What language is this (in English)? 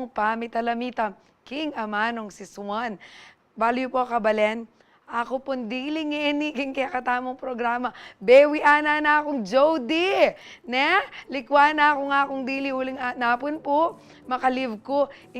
Pampanga